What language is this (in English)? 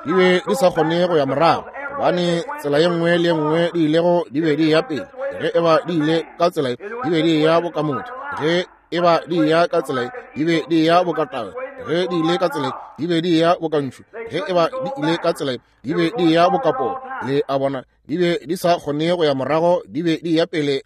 Northern Sotho